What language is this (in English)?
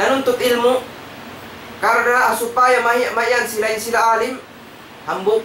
Tausug